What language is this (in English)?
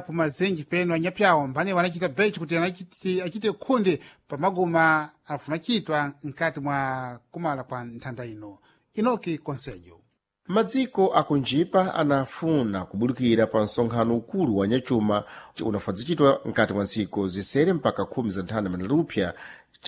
Sena